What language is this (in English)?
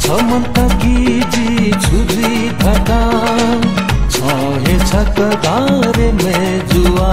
Newari